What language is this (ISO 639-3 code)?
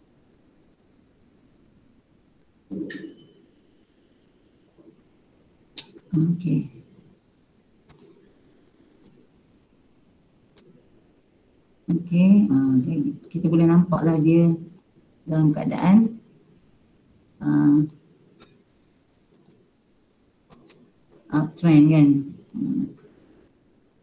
msa